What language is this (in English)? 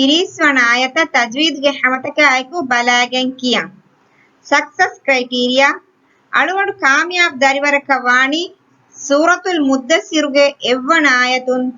Divehi